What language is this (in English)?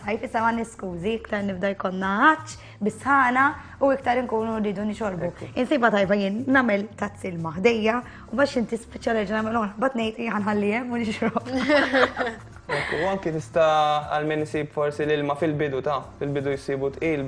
Maltese